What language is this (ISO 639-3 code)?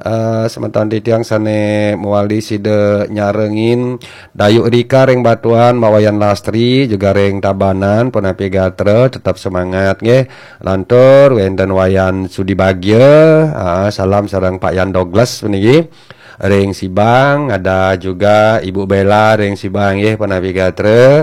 ban